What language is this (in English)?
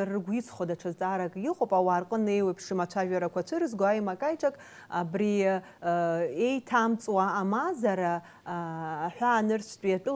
Abkhazian